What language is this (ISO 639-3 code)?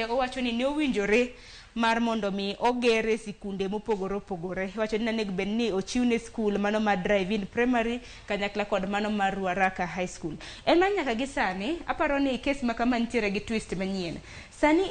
luo